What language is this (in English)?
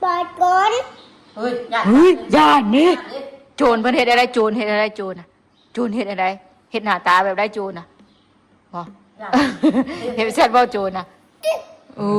Northeastern Thai